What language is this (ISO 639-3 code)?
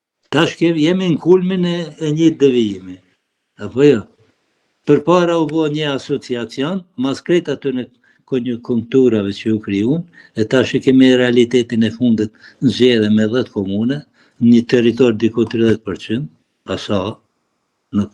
sqi